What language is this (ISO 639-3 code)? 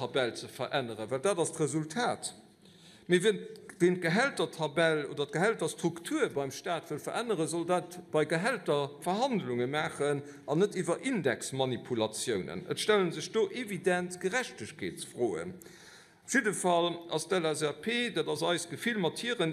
ltz